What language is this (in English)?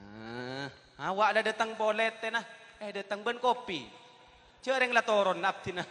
Madurese